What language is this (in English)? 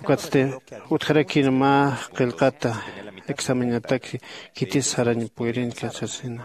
Aymara